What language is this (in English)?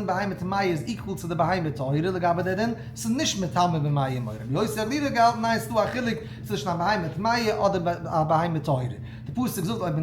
Yiddish